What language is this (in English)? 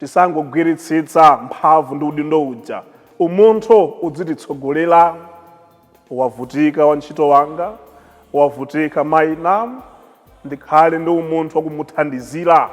Nyanja